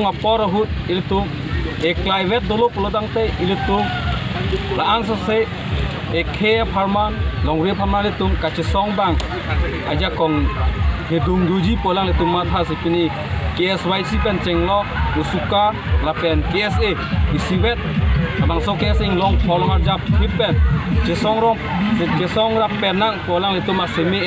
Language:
Karbi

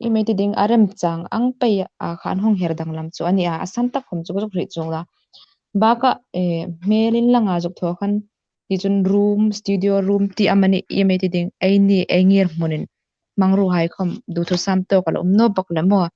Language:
Hmar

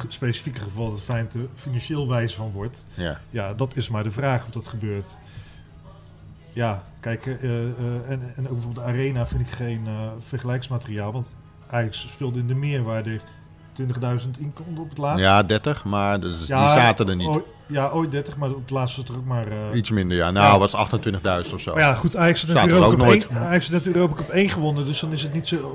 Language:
Dutch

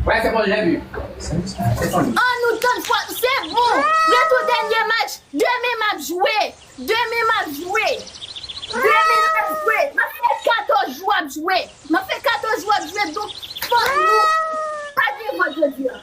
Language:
Haitian Creole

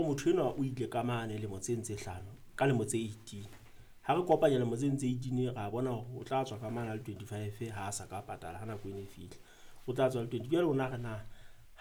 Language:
Southern Sotho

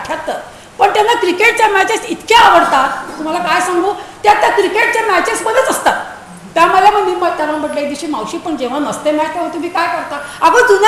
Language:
Marathi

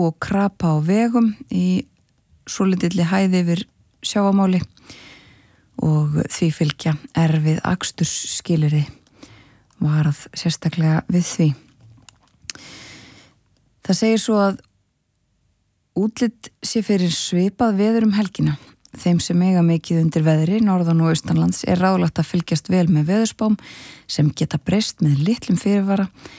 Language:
Icelandic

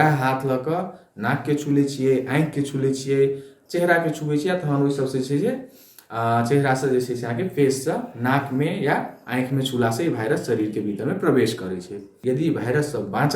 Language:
Maithili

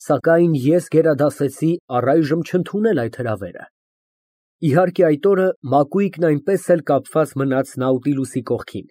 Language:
Armenian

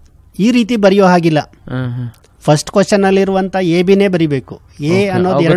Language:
Kannada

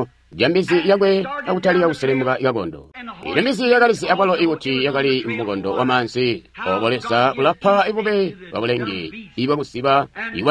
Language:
Tonga (Zambia)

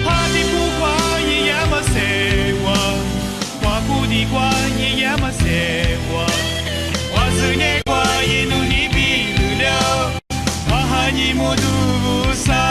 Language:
Lisu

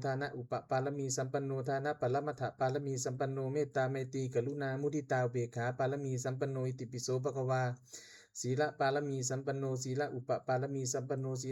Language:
Pali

